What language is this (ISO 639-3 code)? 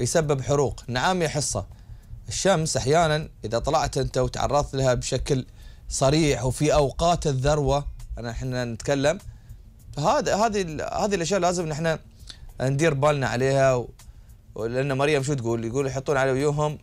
afb